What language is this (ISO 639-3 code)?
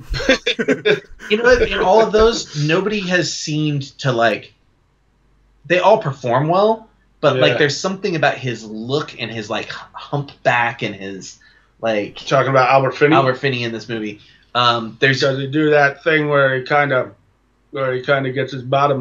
eng